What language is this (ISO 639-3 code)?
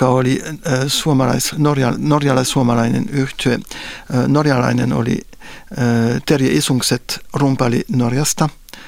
fin